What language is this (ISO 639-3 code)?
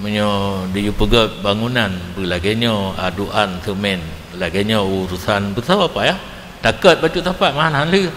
ace